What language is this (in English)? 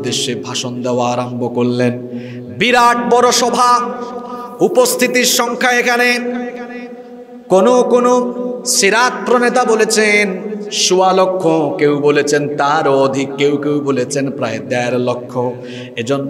Bangla